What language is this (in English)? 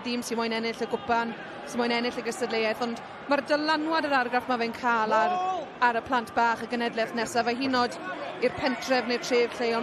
Welsh